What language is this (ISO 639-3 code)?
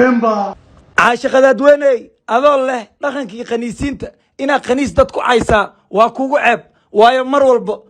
som